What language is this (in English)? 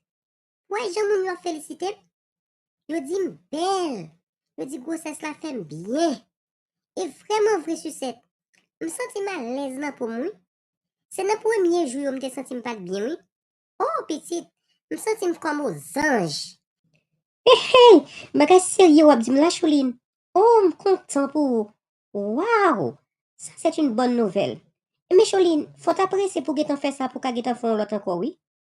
Haitian Creole